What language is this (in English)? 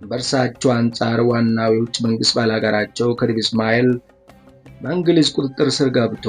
Amharic